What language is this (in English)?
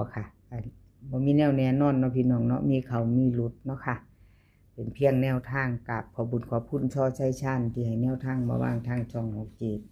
Northeastern Thai